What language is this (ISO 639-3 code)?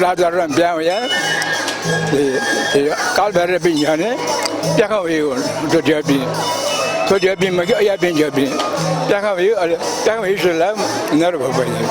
new